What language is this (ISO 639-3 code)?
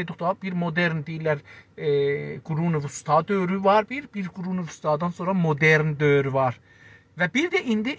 azb